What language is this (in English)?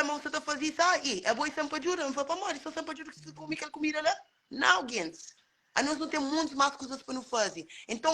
Kabuverdianu